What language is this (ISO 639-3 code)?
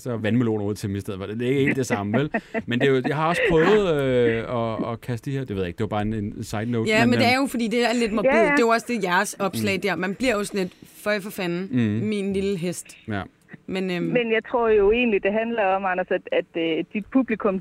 dan